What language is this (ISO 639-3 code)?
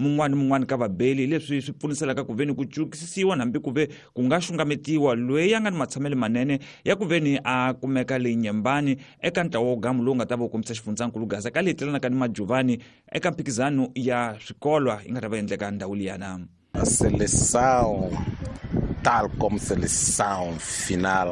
tso